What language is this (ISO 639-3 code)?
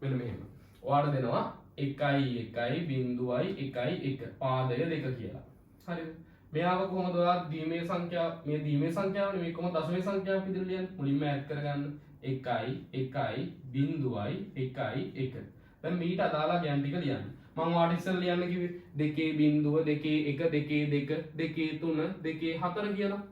sin